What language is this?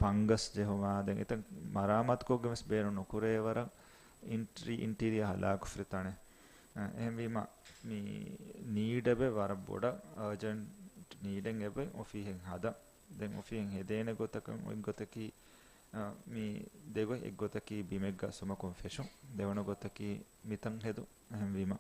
Divehi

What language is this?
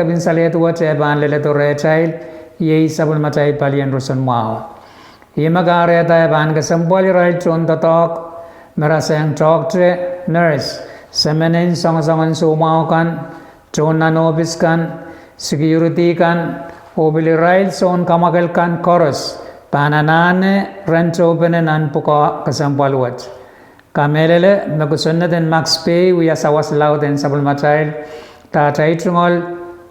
Pohnpeian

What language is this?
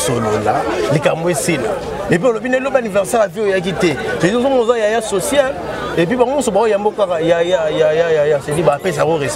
Lingala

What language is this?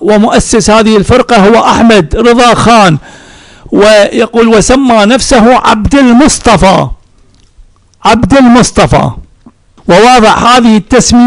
Arabic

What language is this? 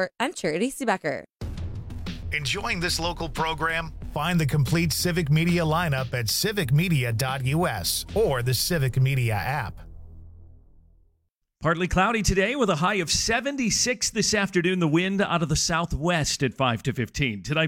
English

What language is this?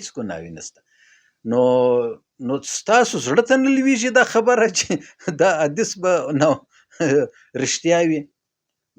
Pashto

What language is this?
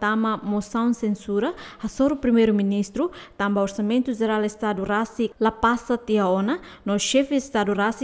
Tetum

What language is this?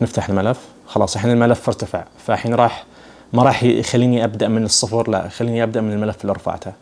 Najdi Arabic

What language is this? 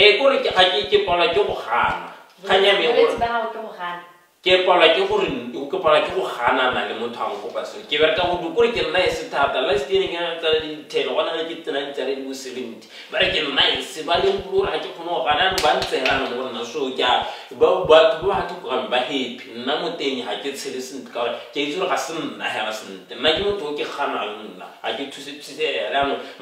Tswana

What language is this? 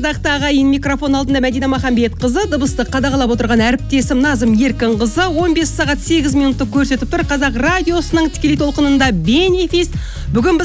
Kazakh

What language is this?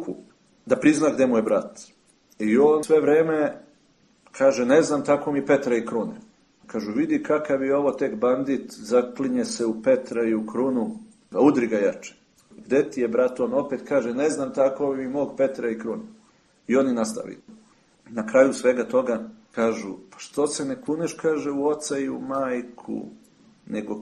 Serbian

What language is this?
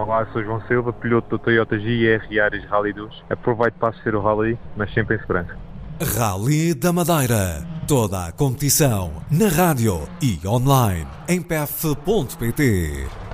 Portuguese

